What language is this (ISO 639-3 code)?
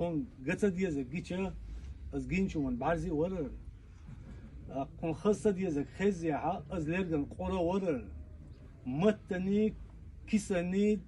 che